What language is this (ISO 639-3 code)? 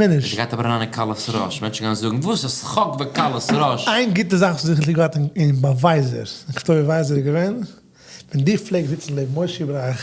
yid